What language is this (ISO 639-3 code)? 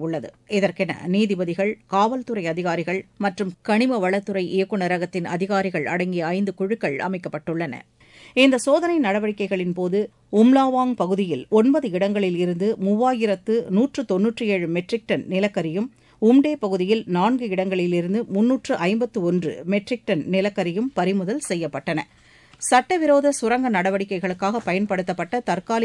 tam